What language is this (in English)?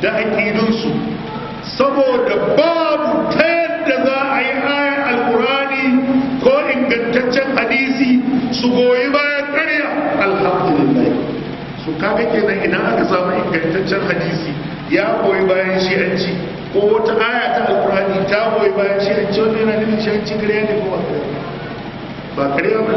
Hausa